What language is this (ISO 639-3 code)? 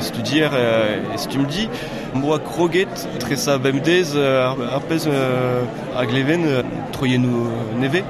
bre